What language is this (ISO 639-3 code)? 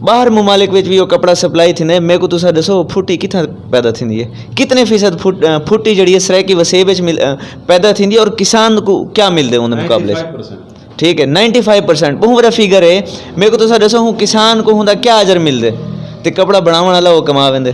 skr